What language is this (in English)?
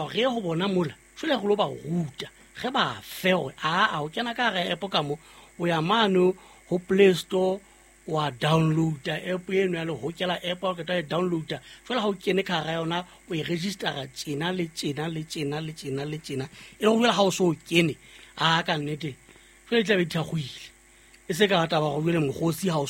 Southern Sotho